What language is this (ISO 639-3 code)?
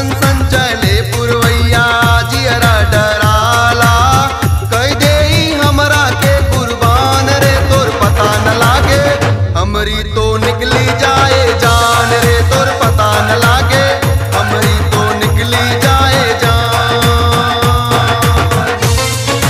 bho